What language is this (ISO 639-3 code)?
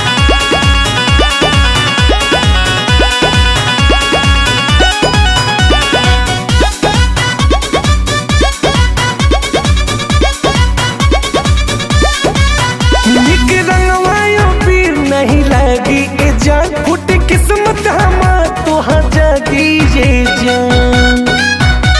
bho